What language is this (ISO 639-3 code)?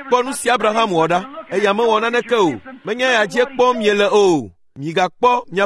ewe